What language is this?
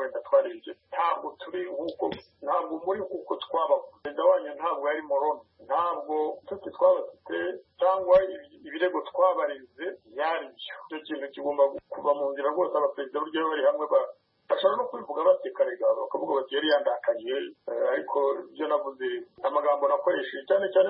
Kinyarwanda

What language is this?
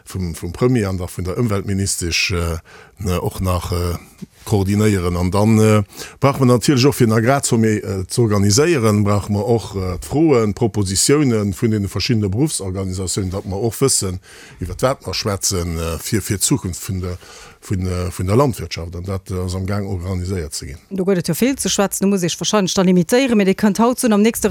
Luxembourgish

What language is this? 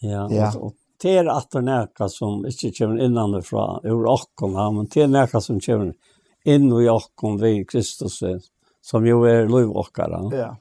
Faroese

